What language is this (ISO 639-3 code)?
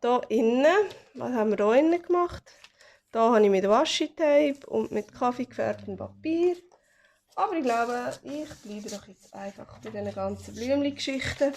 gsw